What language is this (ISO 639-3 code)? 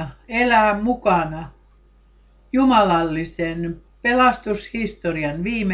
fin